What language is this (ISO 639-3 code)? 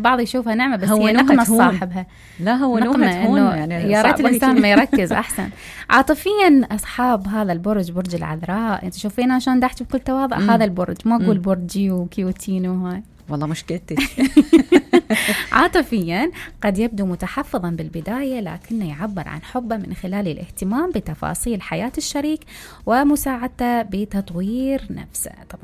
acm